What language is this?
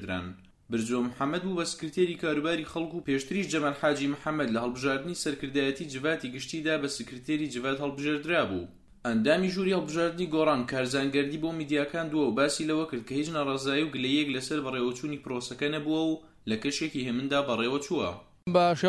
Central Kurdish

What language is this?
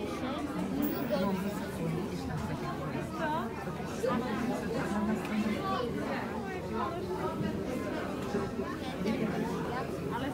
Slovak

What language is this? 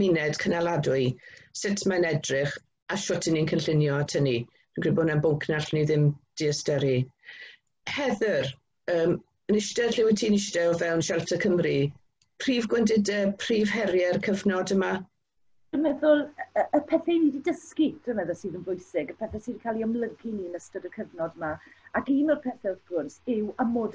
Welsh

